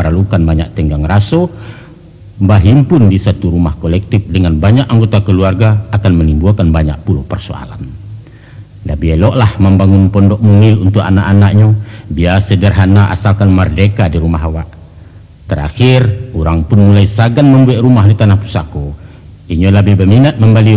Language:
Minangkabau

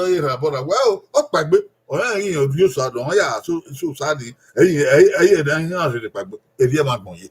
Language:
Bini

